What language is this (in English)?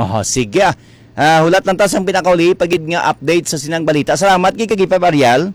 Hiligaynon